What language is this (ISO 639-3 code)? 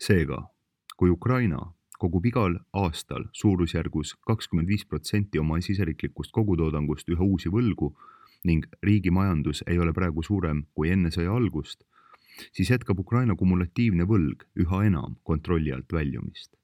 est